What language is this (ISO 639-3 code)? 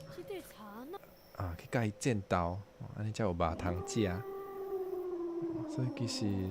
nan